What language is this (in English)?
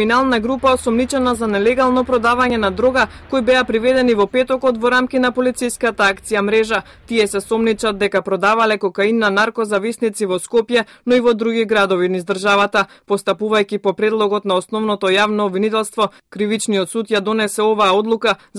Macedonian